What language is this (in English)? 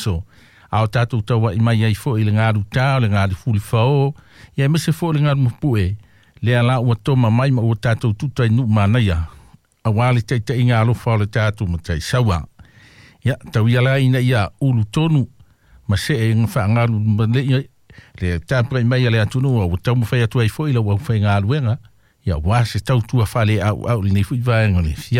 Samoan